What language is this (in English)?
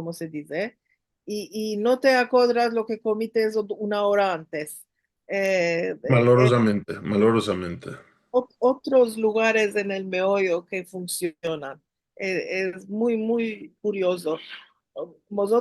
Ladino